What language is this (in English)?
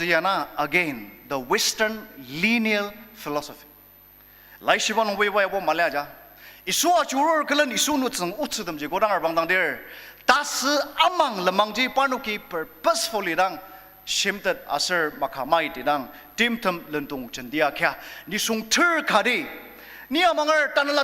Ao Naga